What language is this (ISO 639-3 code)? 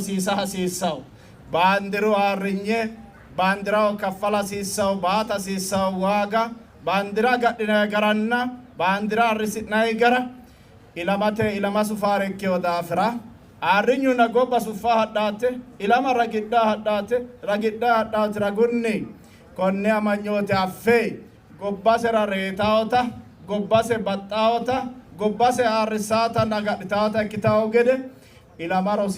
sid